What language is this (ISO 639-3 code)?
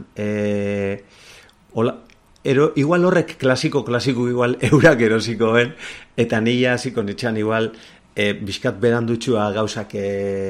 eus